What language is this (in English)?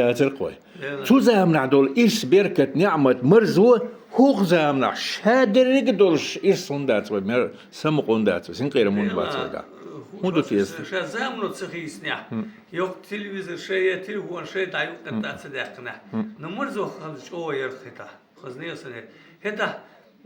Chechen